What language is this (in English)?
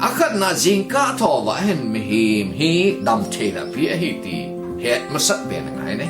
Thado Chin